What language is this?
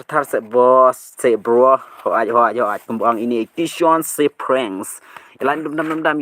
Khasi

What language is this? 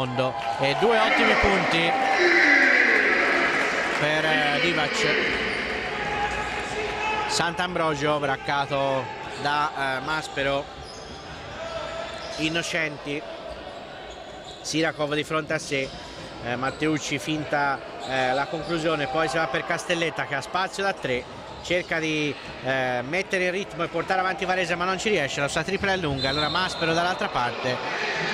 Italian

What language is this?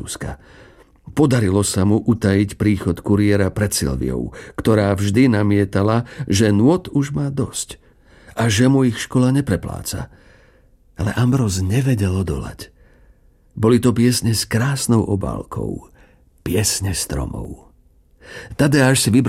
Slovak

